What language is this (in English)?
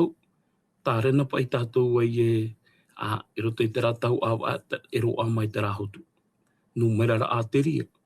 Tahitian